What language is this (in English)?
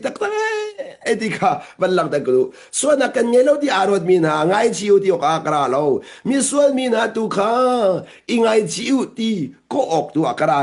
Hakha Chin